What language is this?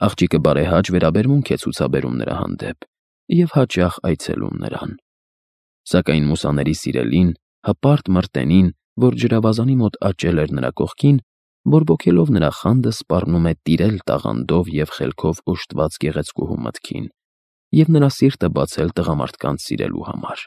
Armenian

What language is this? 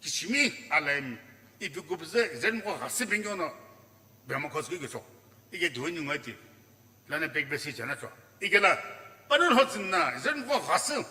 Sumi Naga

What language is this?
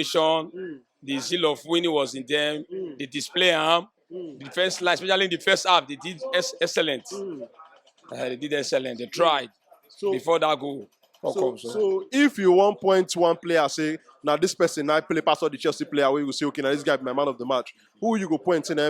Nigerian Pidgin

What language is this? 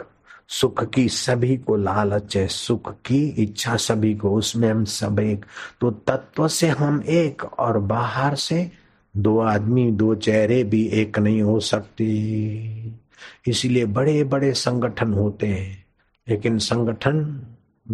Hindi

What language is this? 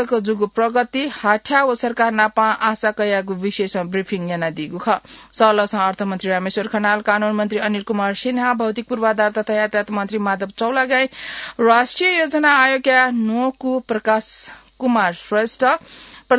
Newari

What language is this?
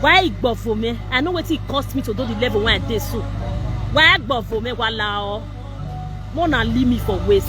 Nigerian Pidgin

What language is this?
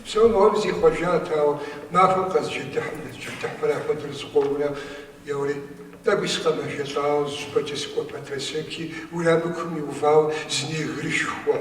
Kabardian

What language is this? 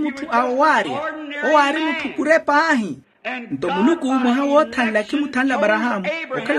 Makhuwa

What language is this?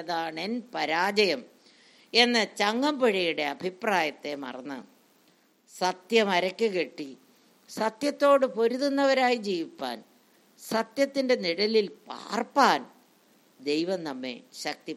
Malayalam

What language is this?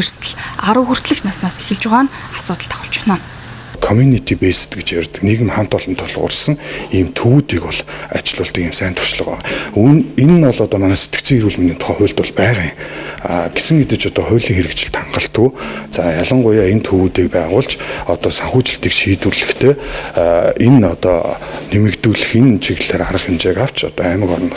Mongolian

